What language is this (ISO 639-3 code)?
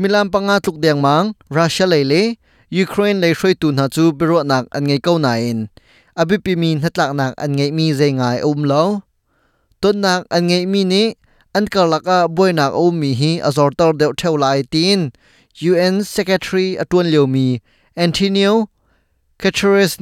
cnh